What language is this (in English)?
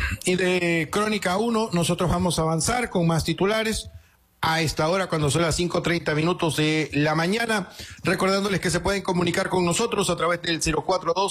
Spanish